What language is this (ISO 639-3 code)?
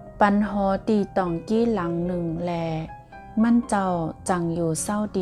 shn